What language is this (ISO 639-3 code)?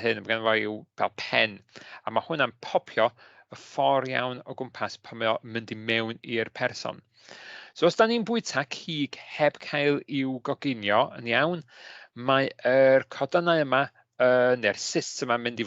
cym